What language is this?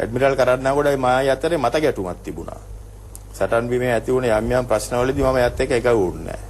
Sinhala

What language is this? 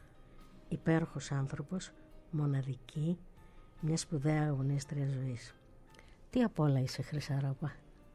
Greek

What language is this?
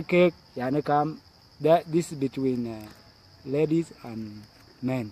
Dinka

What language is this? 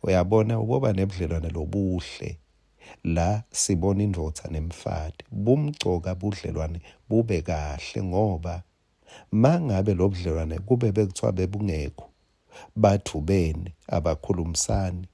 Swati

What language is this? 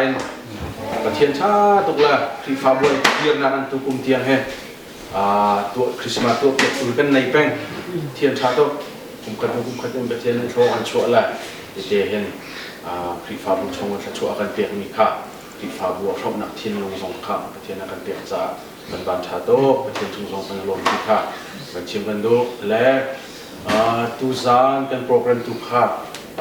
Hakha Chin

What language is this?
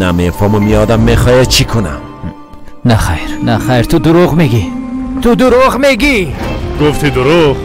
Persian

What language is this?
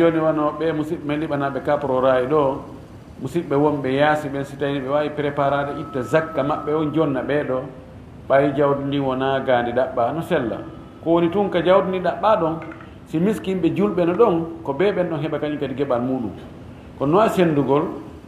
Fula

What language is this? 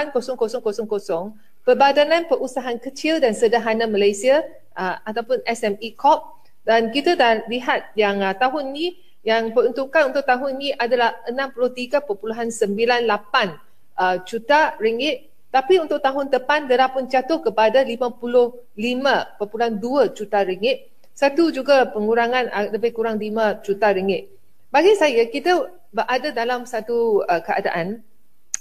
Malay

